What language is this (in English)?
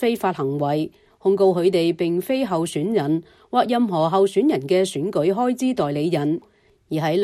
Cantonese